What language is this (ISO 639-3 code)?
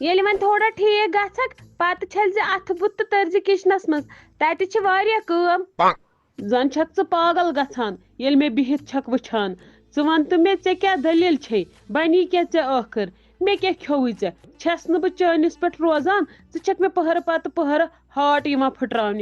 kas